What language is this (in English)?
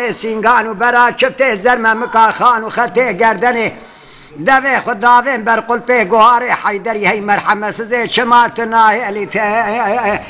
Kurdish